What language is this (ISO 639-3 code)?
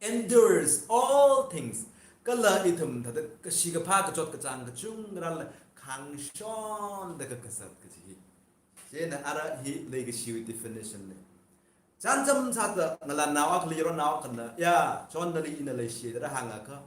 nmf